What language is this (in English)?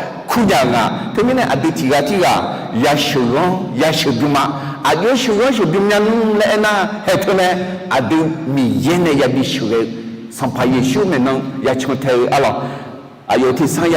Akha